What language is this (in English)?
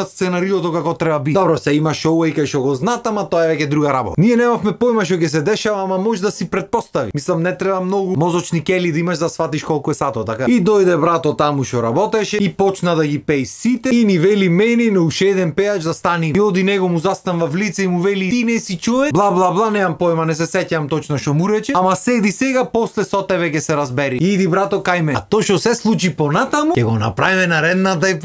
Macedonian